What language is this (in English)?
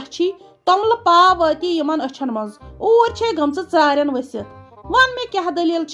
Kashmiri